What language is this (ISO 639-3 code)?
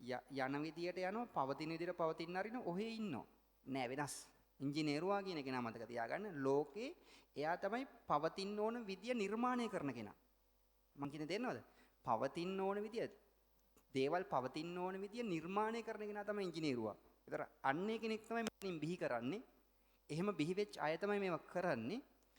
sin